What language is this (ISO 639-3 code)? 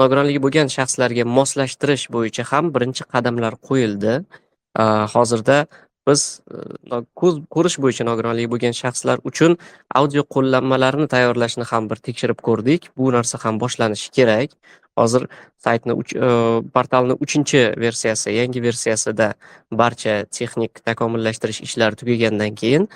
uzb